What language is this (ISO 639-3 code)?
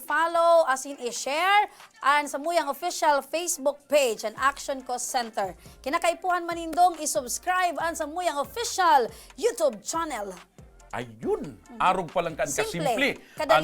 bik